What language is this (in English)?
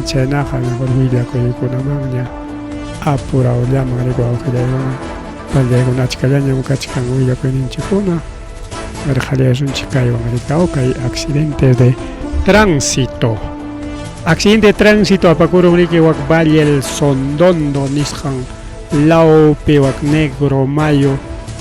Ayacucho Quechua